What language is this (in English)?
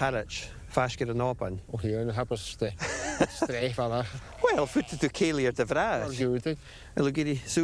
Scottish Gaelic